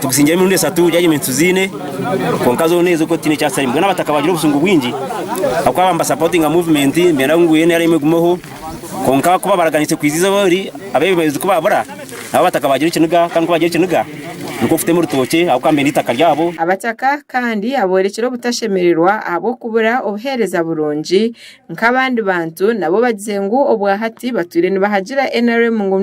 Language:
Nyankole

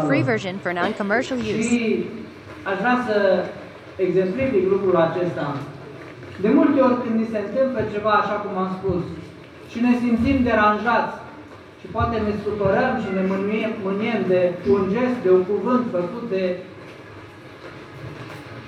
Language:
Romanian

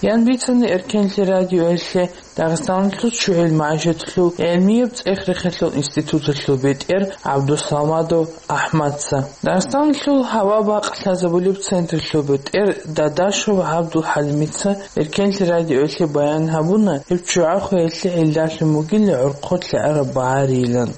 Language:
Avaric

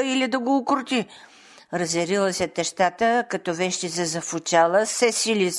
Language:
Bulgarian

